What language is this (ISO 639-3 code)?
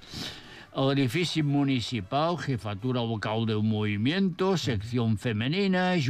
cat